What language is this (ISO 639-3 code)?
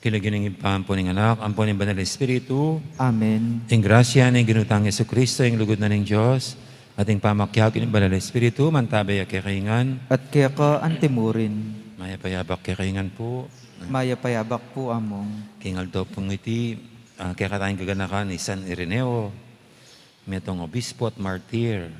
pam